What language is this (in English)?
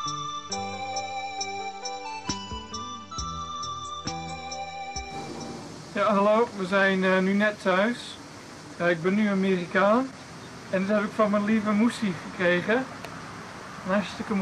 Dutch